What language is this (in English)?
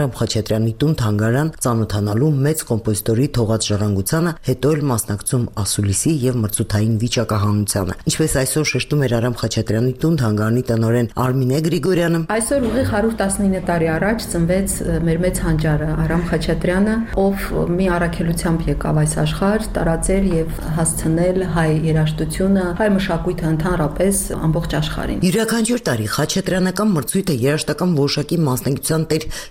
Armenian